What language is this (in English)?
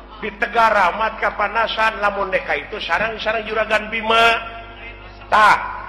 Sundanese